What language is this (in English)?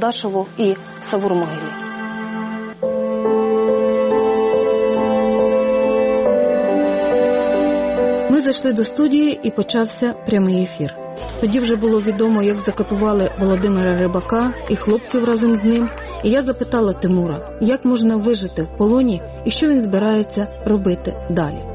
Ukrainian